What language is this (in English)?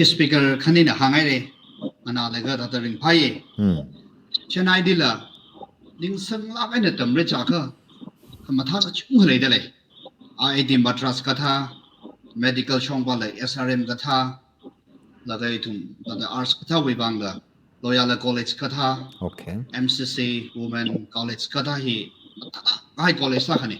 Tangkhul Naga (India)